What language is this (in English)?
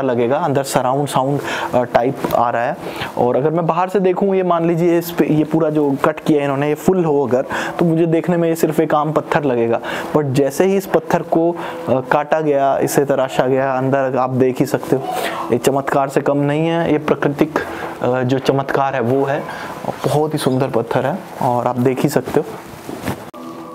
Hindi